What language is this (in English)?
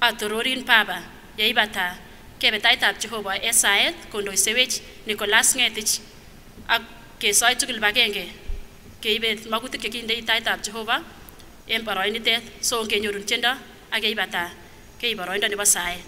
Kipsigis